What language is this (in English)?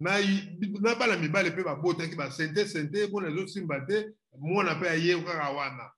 Lingala